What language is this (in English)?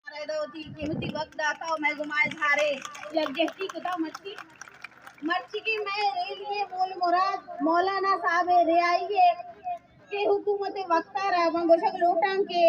Baluchi